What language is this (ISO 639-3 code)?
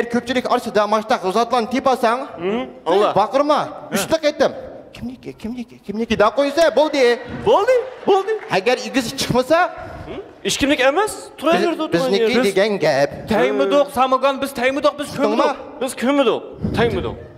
uig